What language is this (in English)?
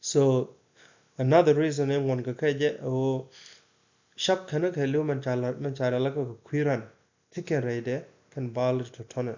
Nuer